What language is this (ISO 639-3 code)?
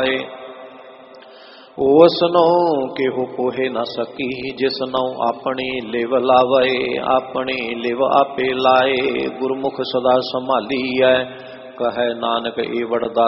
pan